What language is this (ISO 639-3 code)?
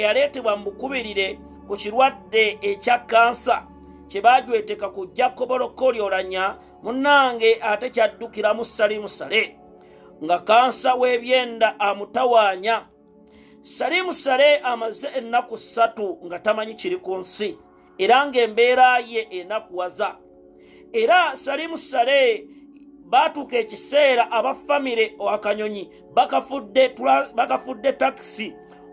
lug